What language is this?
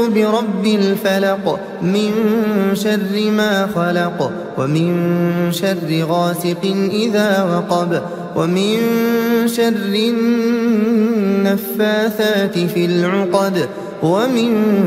Arabic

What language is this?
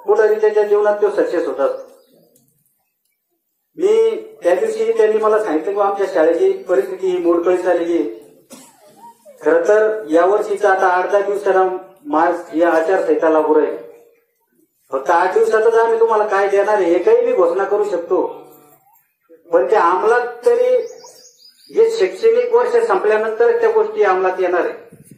Marathi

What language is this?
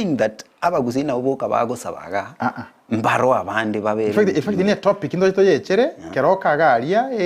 Gusii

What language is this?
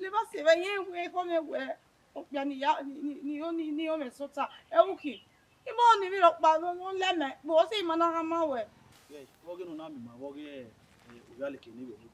Bini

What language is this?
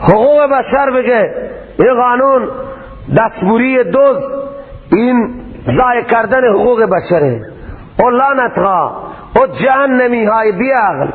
Persian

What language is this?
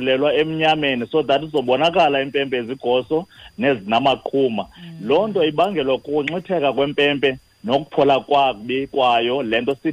Xhosa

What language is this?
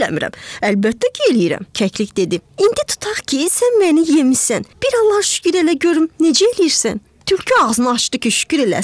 Azerbaijani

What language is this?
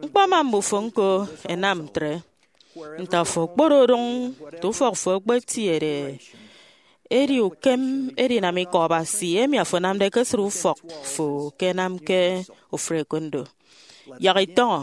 Efik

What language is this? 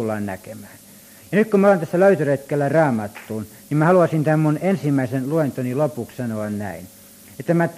Finnish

